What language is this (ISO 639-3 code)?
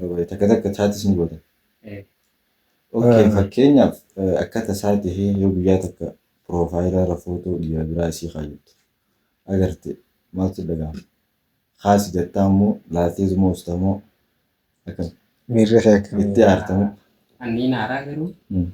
orm